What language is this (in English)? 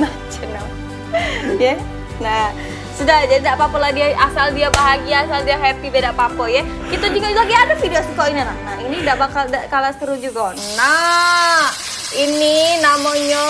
Musi